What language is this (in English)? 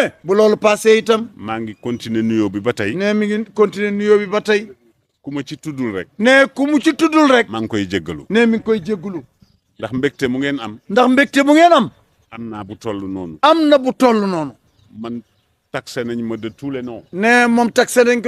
Wolof